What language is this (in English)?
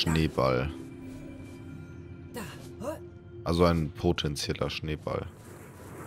German